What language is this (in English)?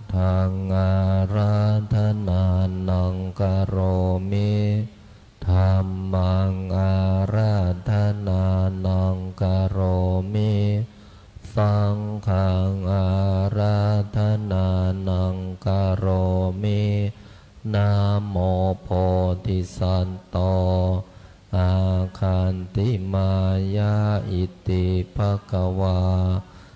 Pali